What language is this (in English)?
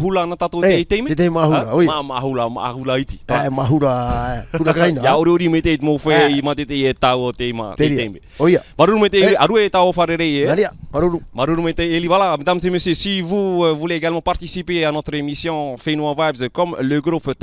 Tahitian